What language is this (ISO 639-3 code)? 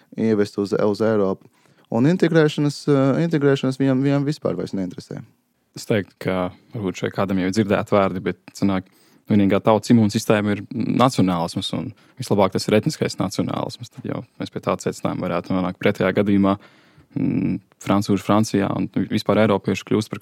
lav